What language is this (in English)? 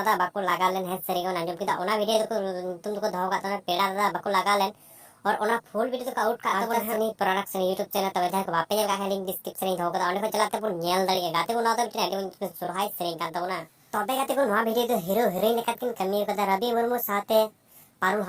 Santali